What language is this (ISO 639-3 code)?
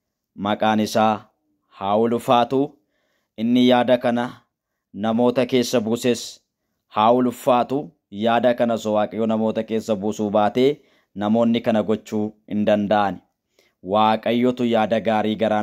orm